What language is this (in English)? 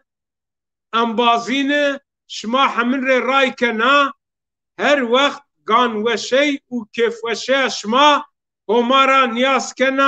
Zaza